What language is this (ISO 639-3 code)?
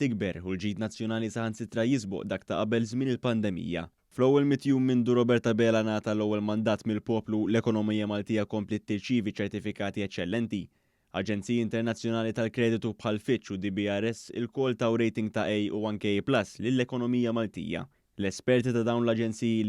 mlt